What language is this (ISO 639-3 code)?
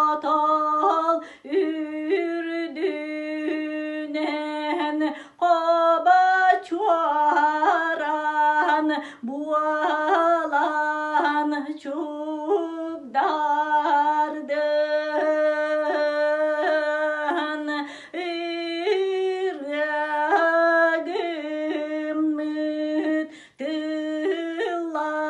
sah